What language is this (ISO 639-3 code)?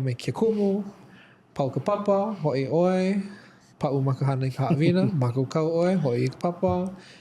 haw